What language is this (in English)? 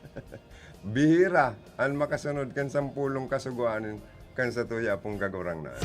Bikol